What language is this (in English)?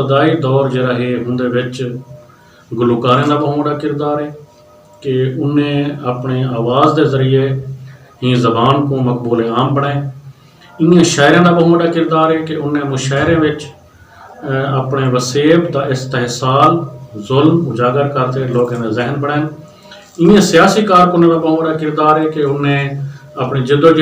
Saraiki